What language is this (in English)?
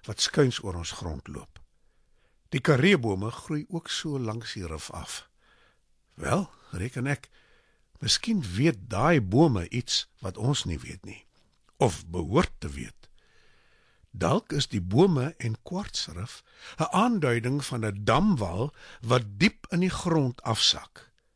Afrikaans